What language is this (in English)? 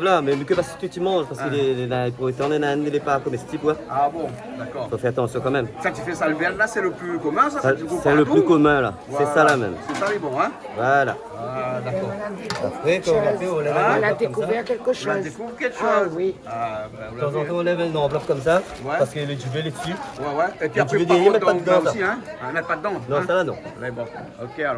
Réunion Creole French